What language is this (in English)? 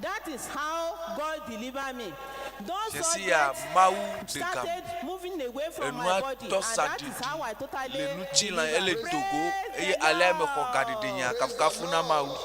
Ewe